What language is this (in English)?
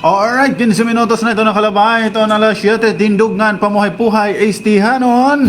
Waray